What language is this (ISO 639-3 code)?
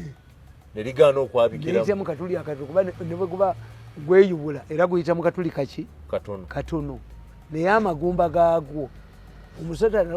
lug